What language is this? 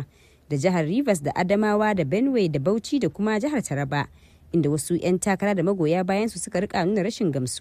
Hausa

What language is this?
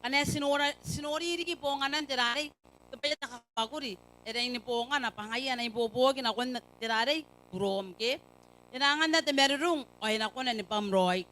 Gilbertese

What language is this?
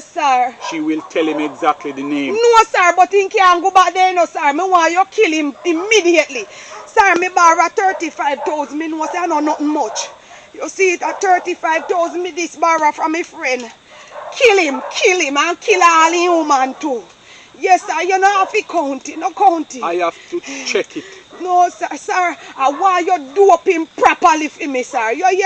Jamaican Creole English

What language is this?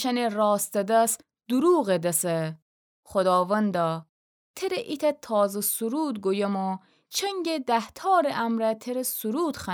Gilaki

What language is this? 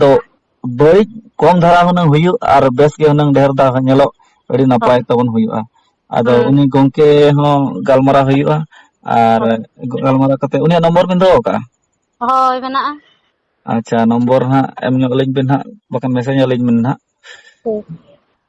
Santali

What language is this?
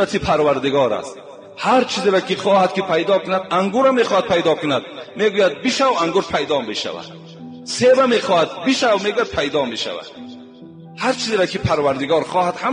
Tajik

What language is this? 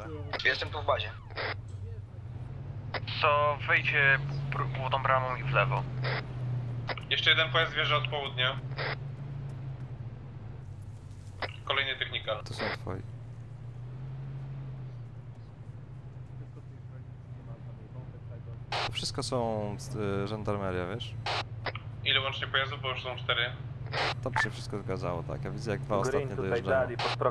Polish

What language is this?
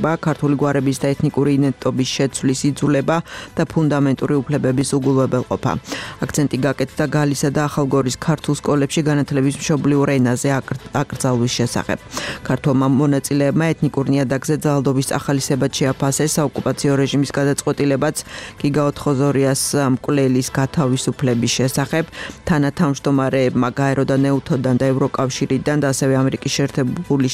Georgian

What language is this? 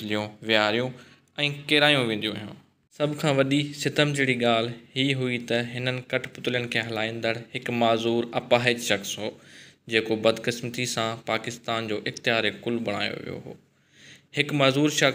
Sindhi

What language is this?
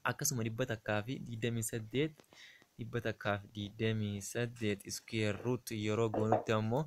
Oromo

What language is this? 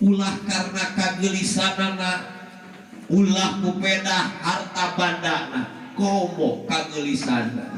Sundanese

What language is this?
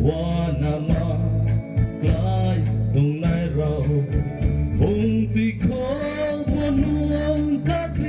Riang (India)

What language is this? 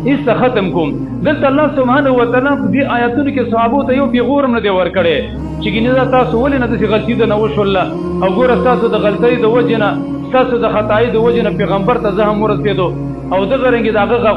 Pashto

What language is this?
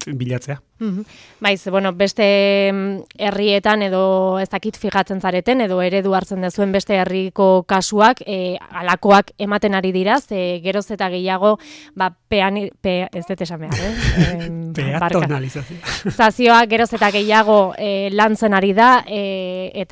Basque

